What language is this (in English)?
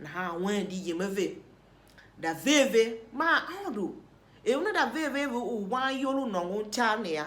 Tiv